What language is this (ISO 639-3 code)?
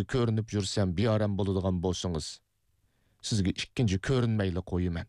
uig